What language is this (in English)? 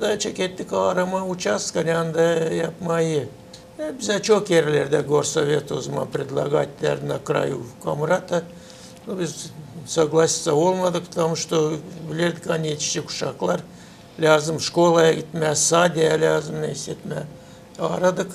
Gagauz